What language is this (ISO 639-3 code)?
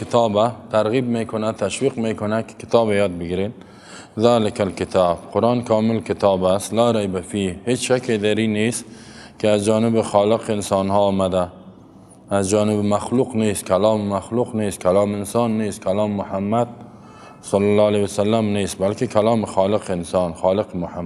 fas